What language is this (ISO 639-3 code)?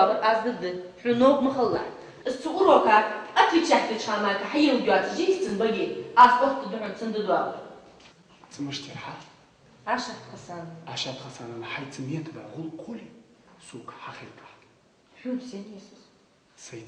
inh